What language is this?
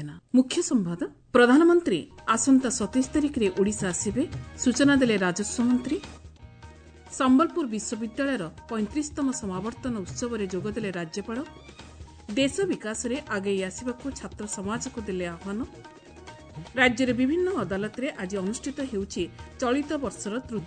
Odia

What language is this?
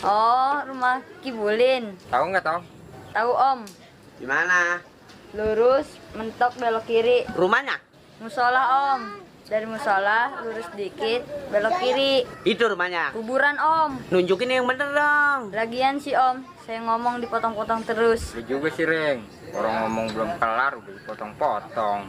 Betawi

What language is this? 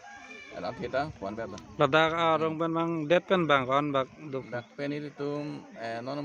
Karbi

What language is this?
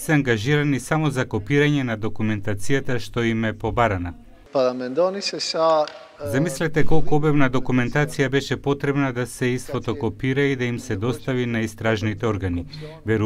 Macedonian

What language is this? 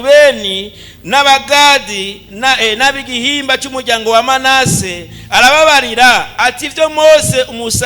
Rundi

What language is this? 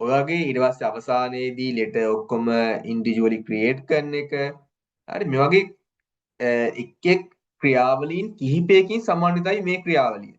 Sinhala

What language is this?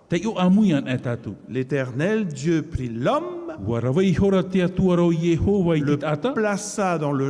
Tahitian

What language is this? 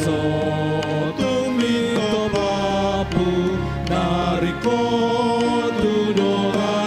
Batak Toba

